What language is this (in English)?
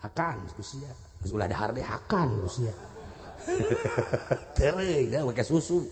Sundanese